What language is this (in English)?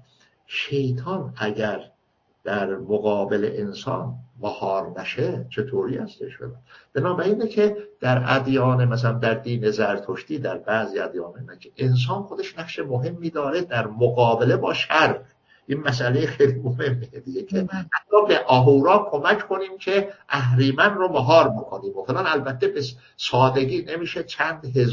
Persian